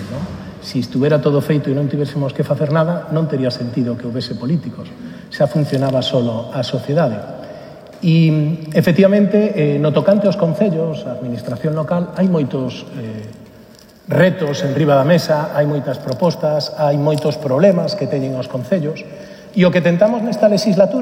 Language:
Galician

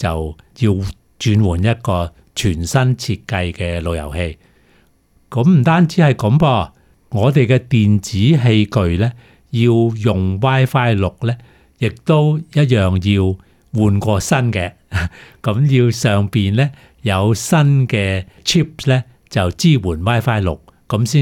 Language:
Cantonese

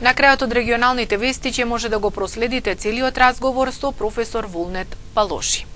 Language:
Macedonian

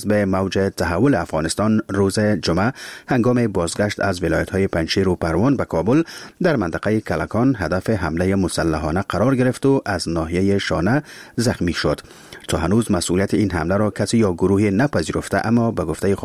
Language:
Persian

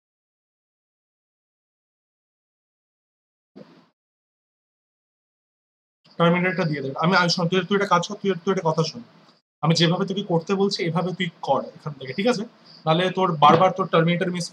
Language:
Bangla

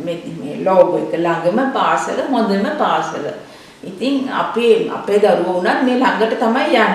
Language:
Sinhala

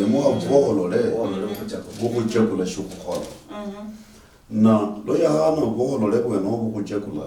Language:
Luyia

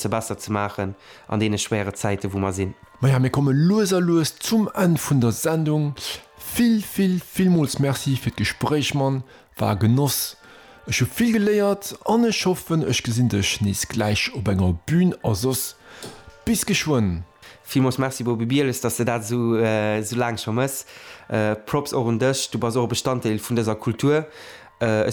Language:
Luxembourgish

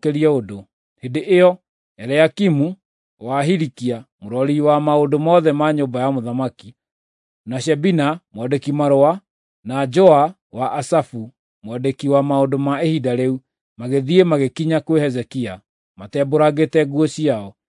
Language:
Kikuyu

